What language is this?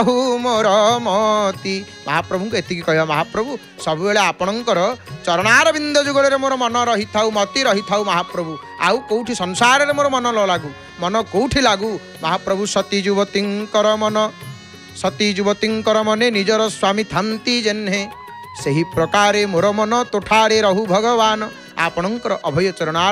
Odia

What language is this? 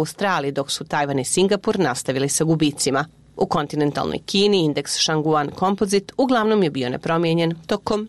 Bosnian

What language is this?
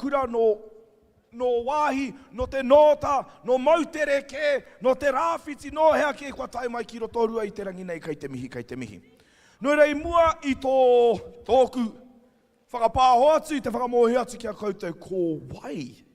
Māori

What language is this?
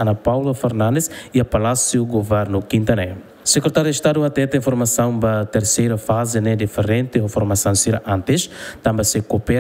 Tetum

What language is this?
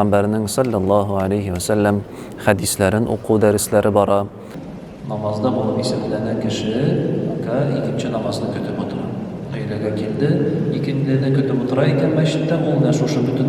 Tatar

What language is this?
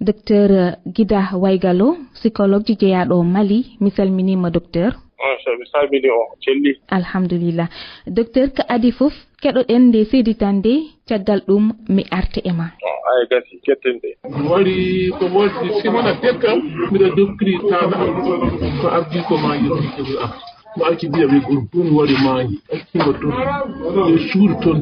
Fula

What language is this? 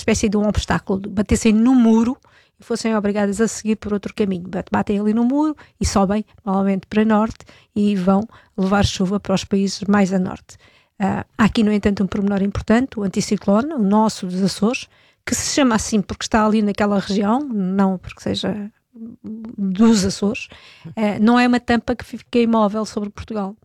Portuguese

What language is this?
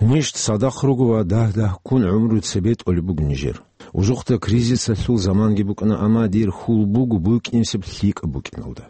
Avaric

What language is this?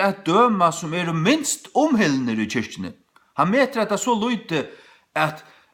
Faroese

